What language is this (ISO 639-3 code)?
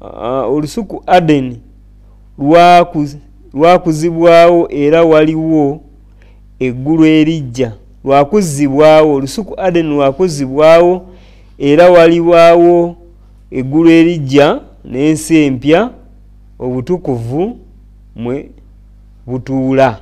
lug